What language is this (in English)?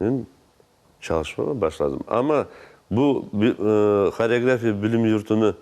Crimean Tatar